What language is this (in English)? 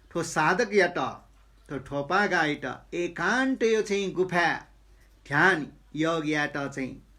Newari